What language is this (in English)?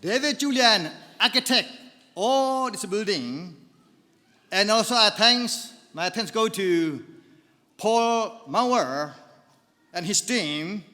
Hakha Chin